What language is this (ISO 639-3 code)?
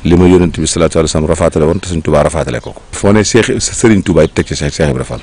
wol